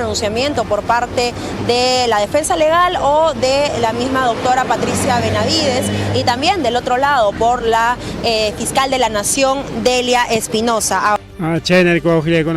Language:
Ayacucho Quechua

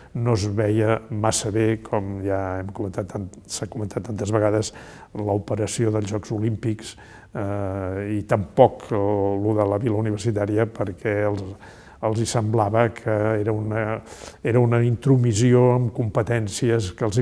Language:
Catalan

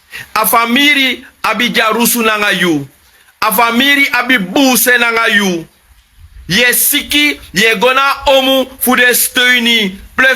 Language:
Sranan Tongo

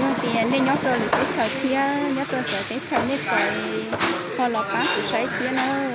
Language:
Hmong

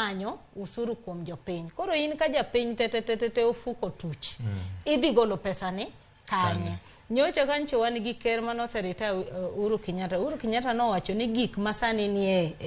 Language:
Luo (Kenya and Tanzania)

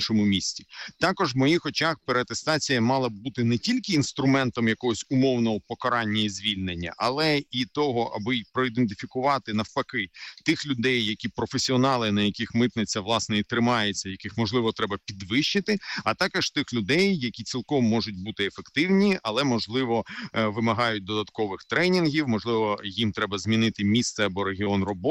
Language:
Ukrainian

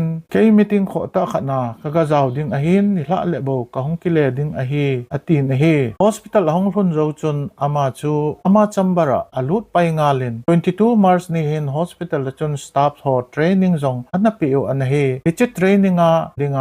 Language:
Thado Chin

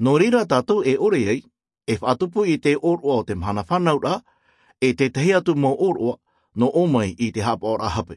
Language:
Tahitian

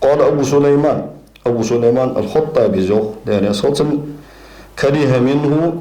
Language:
Ingush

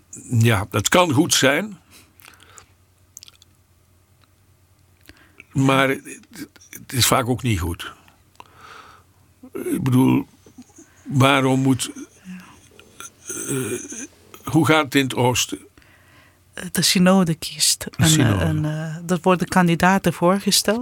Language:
Dutch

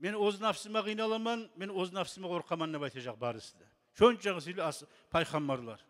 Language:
Kumyk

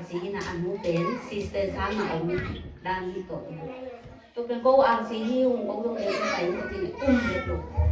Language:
Tedim Chin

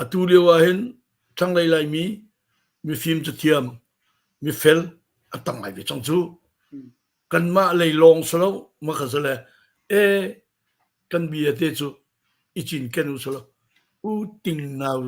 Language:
Hakha Chin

